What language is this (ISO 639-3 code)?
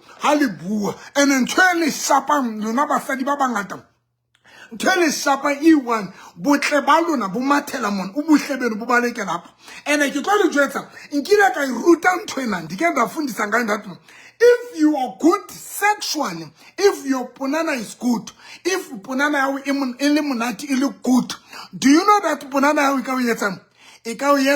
sot